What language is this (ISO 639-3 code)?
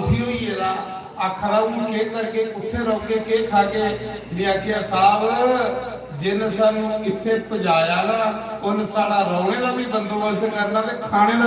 doi